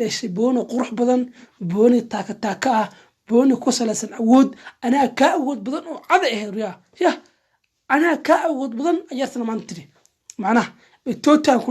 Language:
Somali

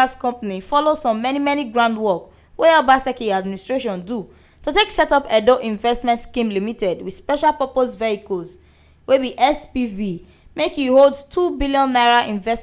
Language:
Nigerian Pidgin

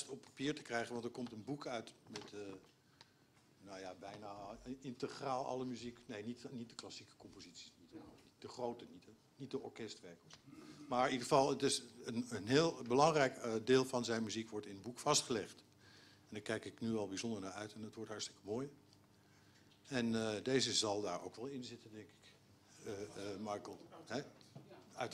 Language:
Dutch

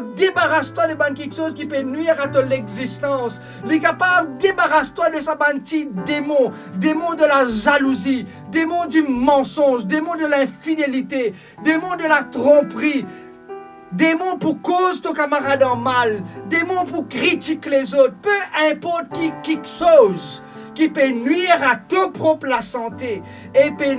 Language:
Morisyen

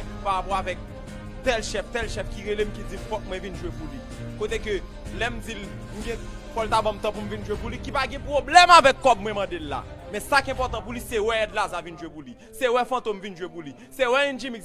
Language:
Haitian Creole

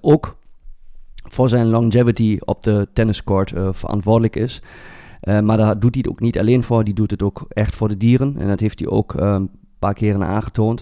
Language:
Dutch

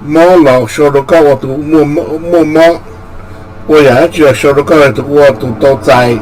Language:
Hmong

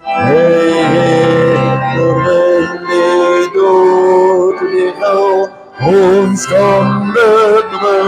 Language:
Afrikaans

